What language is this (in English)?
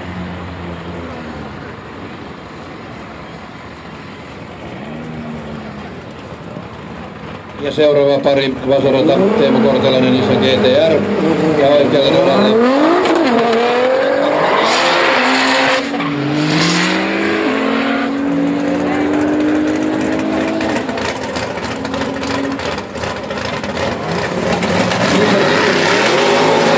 Finnish